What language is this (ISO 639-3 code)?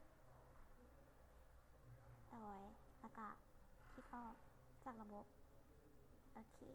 lao